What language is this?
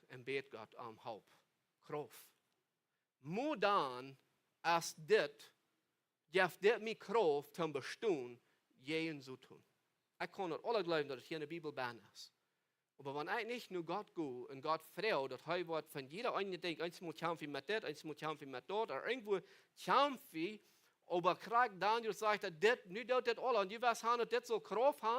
Plautdietsch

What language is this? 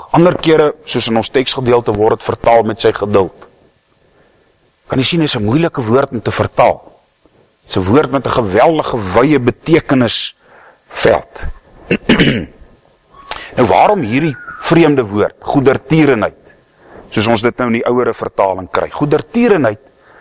Afrikaans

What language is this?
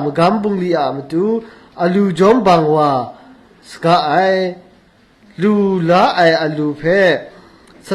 Kachin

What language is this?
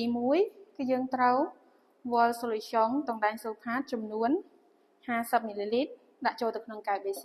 Khmer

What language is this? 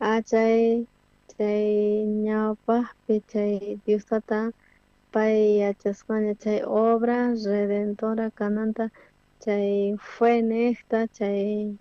South Bolivian Quechua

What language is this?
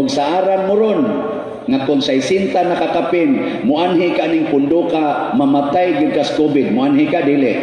Cebuano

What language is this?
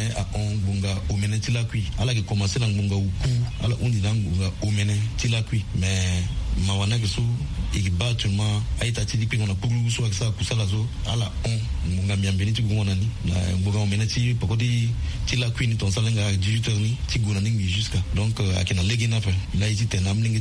Sango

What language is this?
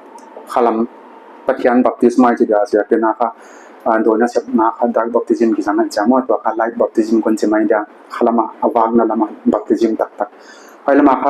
Paite Chin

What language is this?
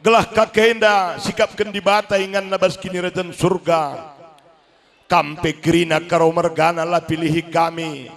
Batak Karo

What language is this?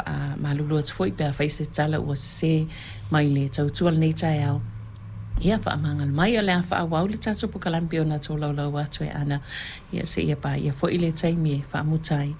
Samoan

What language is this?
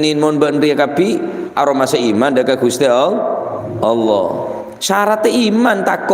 Madurese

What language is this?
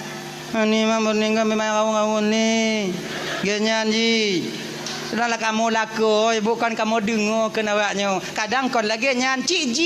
Achinese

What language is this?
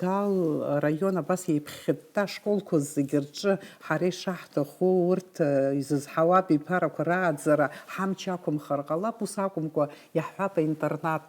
Abkhazian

